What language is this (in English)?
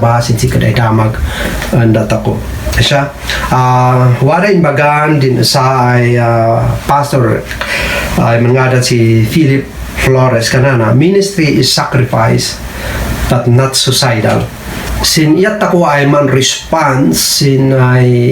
Kankanaey